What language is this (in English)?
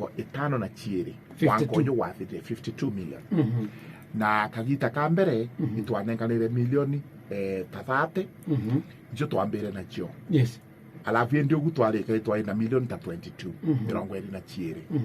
Meru